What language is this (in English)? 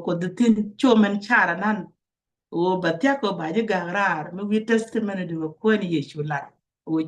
Nuer